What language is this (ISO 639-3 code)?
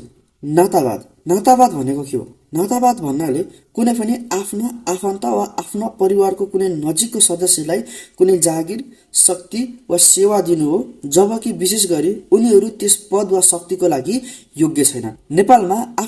nep